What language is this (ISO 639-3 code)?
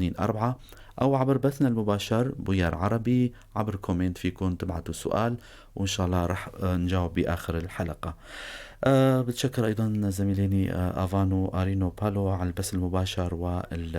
apc